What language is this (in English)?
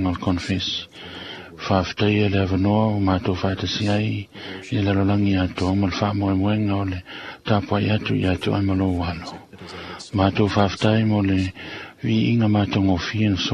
Samoan